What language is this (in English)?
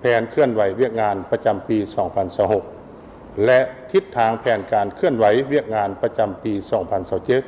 Lao